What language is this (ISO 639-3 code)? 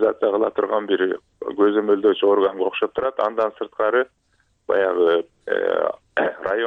kir